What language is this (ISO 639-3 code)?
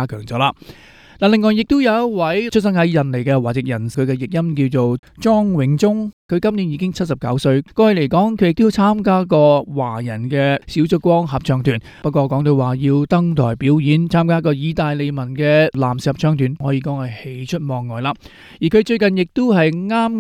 yue